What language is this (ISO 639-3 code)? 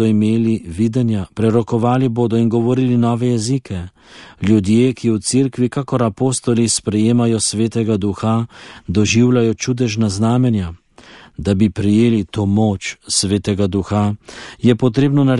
slv